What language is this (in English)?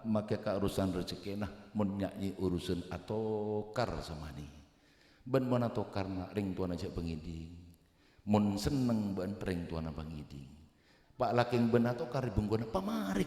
Madurese